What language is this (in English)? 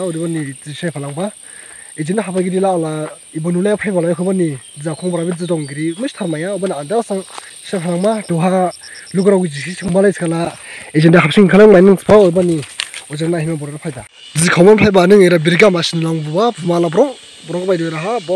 Dimasa